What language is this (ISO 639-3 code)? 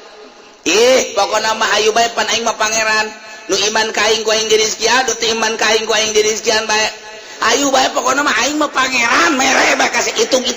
sun